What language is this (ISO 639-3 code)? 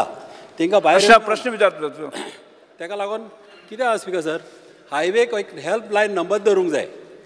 kok